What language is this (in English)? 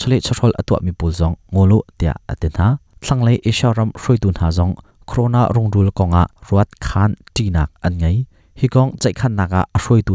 Hakha Chin